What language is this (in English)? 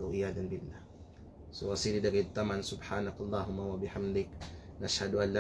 Kalagan